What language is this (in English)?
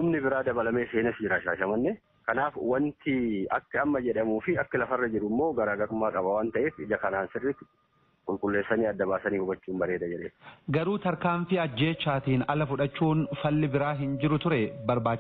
Oromo